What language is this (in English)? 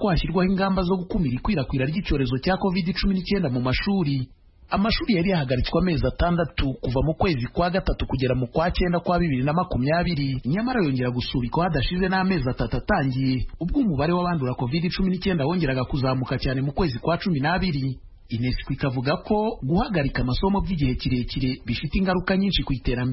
Kinyarwanda